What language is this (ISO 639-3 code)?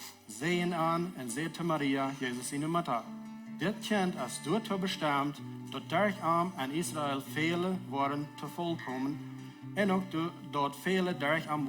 pdt